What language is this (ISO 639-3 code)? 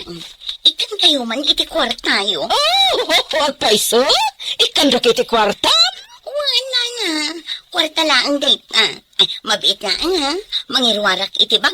ilo